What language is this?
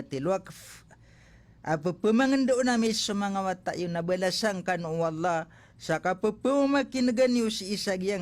Maranao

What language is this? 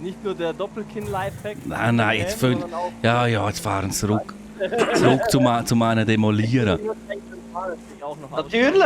Swiss German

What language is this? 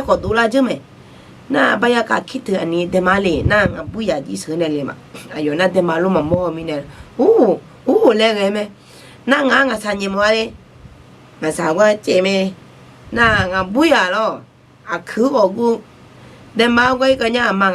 Akha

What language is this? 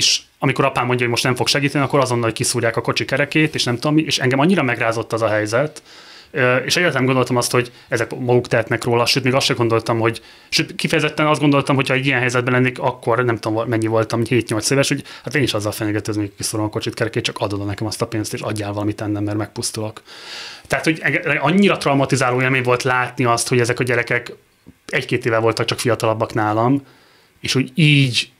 Hungarian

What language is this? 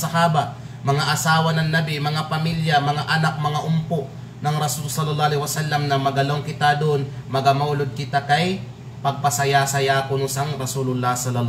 Kalagan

